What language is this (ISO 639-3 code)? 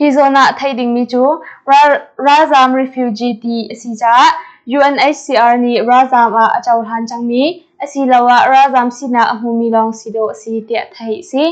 cnh